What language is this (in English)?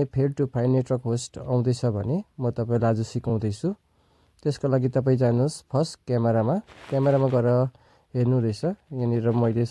Nepali